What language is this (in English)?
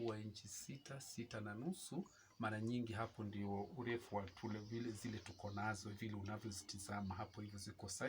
Swahili